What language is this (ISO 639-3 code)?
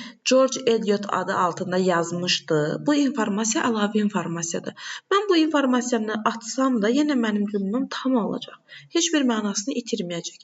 aze